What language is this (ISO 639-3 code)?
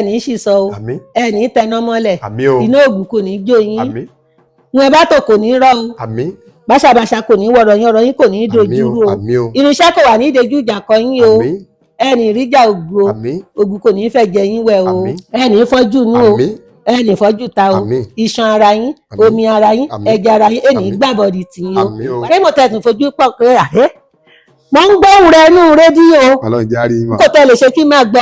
yor